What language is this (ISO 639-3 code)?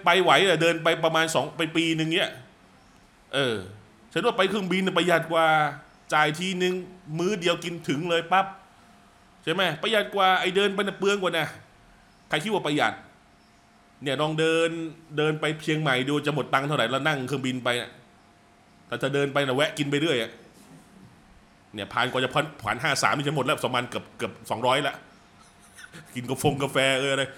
tha